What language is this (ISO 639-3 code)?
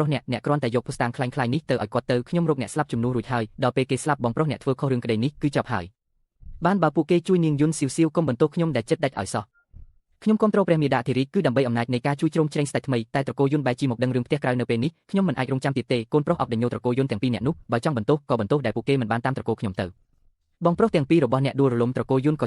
khm